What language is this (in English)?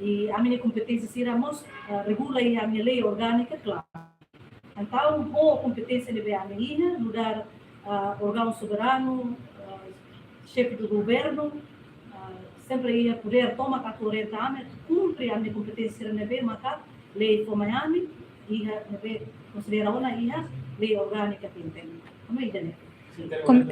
Tetum